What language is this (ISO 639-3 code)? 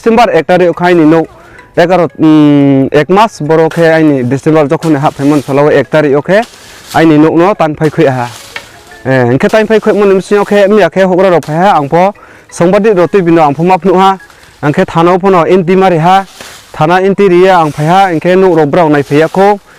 ria